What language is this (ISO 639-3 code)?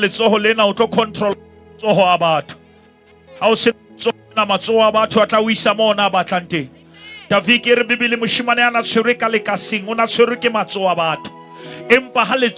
sot